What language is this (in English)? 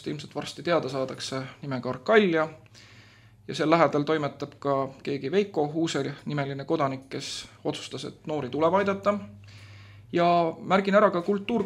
Estonian